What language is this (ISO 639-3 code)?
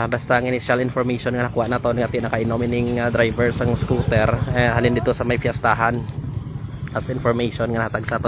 hil